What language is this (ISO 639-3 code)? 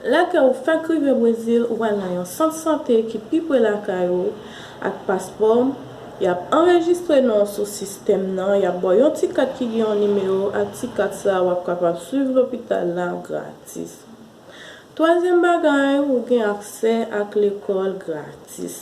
hat